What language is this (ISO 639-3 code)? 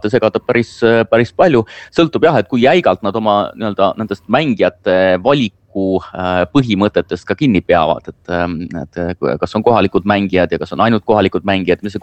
est